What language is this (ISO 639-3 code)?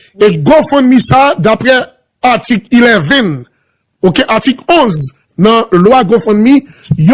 hat